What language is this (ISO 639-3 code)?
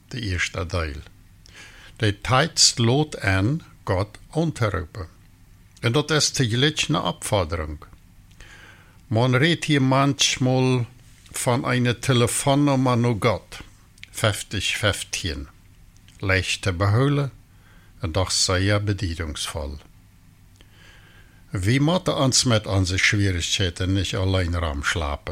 deu